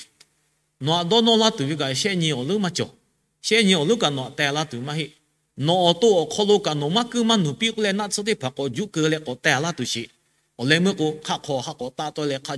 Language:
Lahu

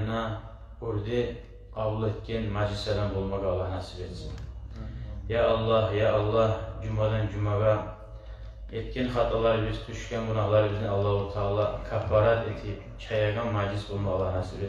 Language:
Kumyk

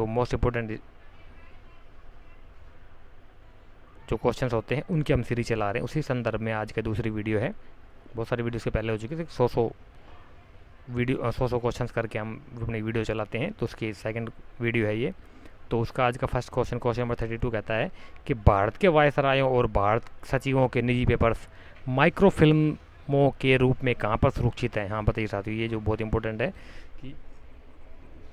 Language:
Hindi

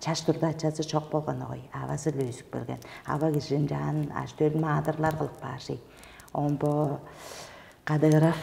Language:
Tuvinian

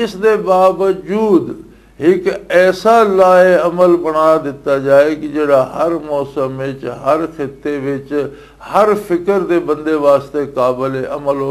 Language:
Western Panjabi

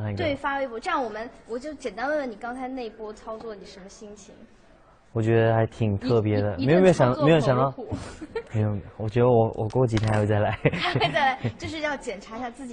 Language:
Chinese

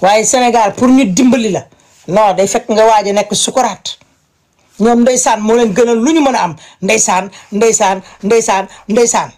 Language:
Wolof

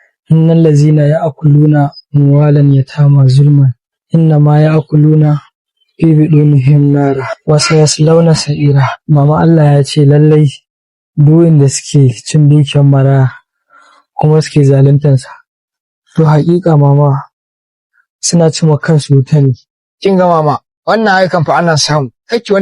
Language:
Hausa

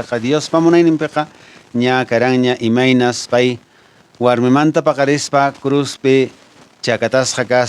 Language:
Quechua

